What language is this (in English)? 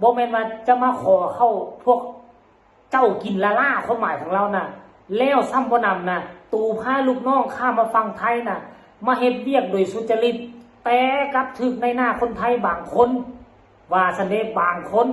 Lao